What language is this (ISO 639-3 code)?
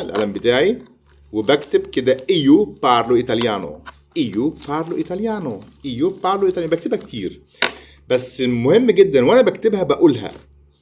arz